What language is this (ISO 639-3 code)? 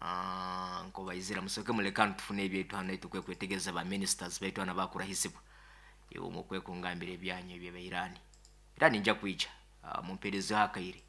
nyo